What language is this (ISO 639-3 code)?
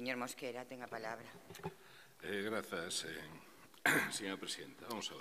glg